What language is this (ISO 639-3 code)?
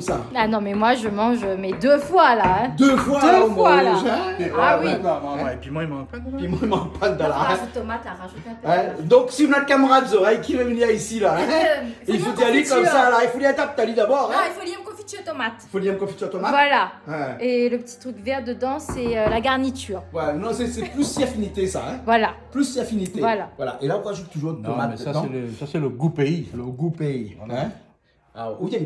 rcf